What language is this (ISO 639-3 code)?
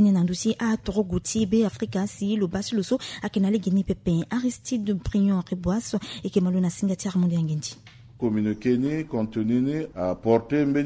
sag